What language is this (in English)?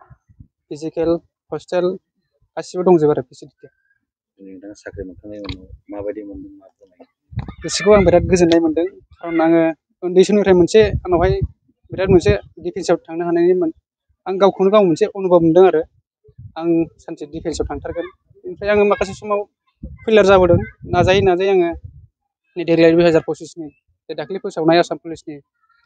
Bodo